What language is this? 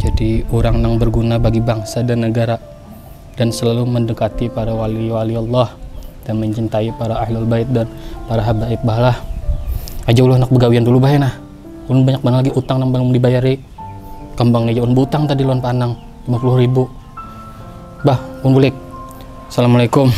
Banjar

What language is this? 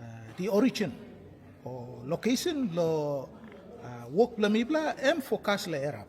Tok Pisin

